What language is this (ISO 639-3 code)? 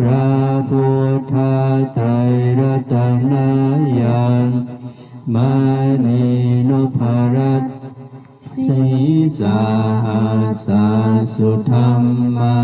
pli